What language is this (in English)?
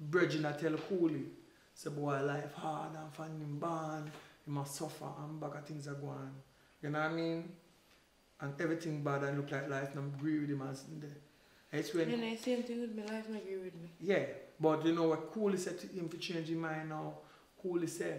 Jamaican Creole English